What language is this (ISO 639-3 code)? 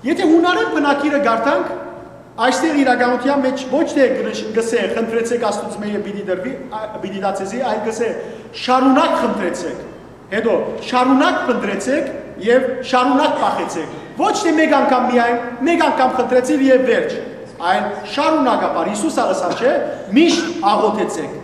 hyw